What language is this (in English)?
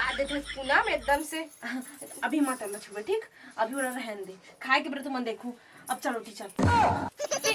Chhattisgarhi